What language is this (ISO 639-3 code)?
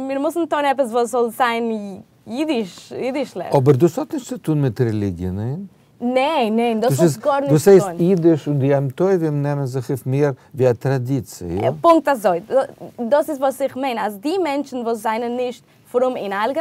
yid